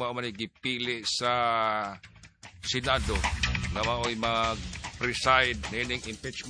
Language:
Cebuano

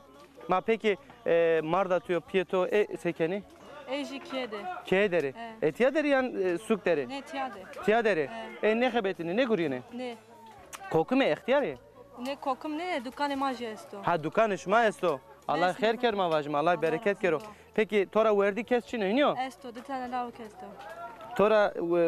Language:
Zaza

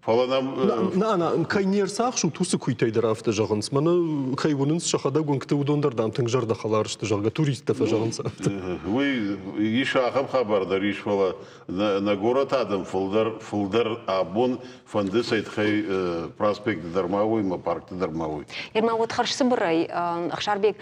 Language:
Ossetic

